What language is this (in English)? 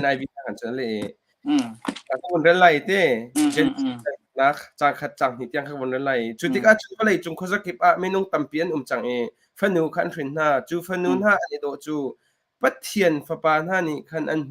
Hakha Chin